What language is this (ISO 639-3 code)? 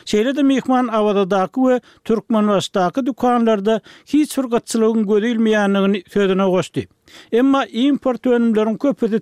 tuk